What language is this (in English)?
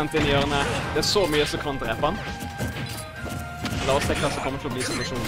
Norwegian